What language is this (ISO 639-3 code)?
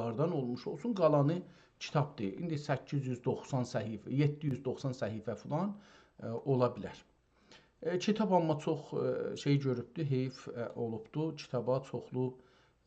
azb